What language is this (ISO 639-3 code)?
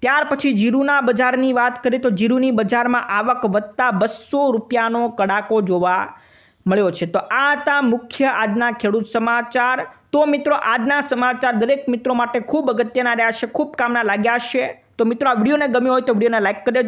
guj